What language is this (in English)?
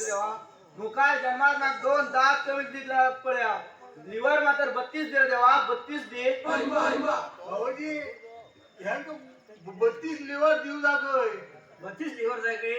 Konkani